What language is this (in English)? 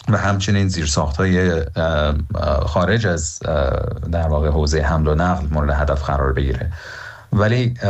Persian